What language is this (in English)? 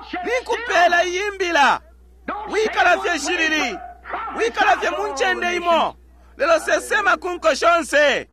Bemba